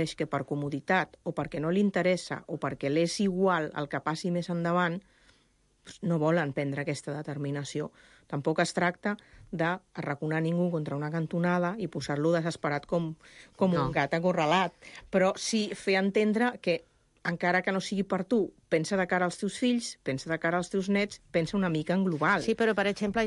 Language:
Catalan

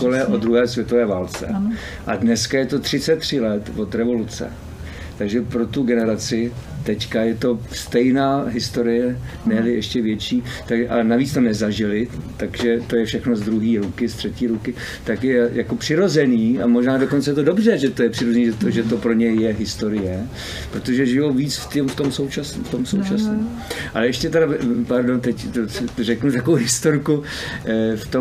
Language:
Czech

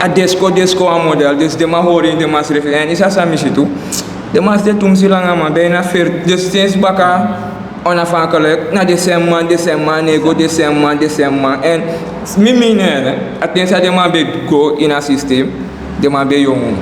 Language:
Sranan Tongo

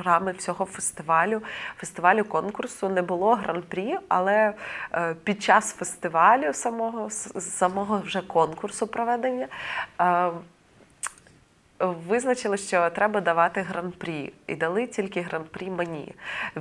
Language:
Ukrainian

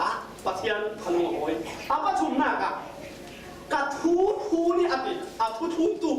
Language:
Falam Chin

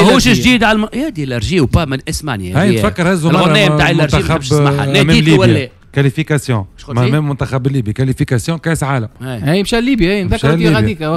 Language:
Tunisian Arabic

